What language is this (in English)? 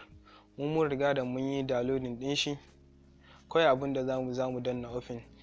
Hausa